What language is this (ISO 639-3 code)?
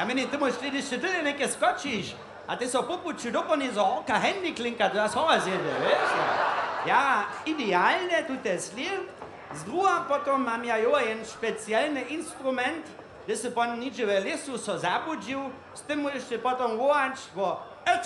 hsb